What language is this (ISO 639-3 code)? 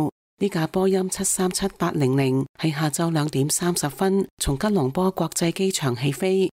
yue